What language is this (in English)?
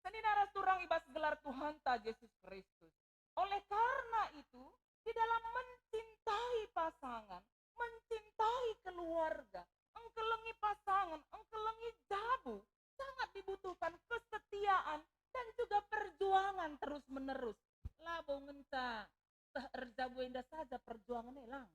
Batak Karo